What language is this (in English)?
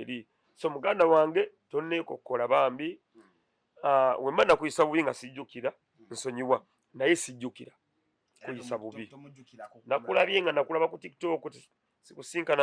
Ganda